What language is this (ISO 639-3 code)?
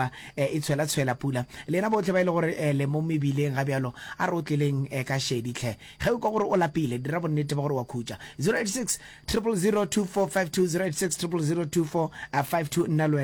nso